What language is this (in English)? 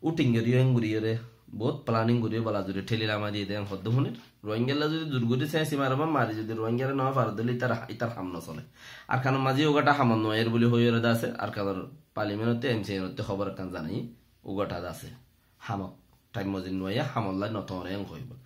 Rohingya